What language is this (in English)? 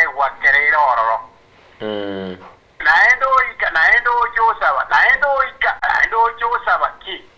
Gusii